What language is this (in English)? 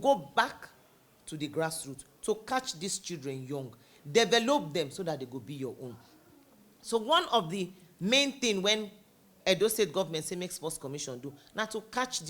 Nigerian Pidgin